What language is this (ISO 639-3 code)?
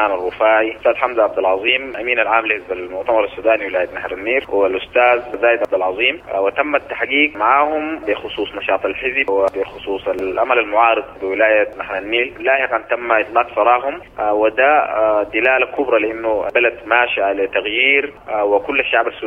apd